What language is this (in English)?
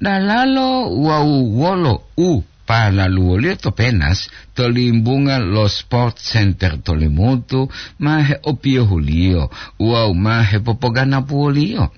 Gorontalo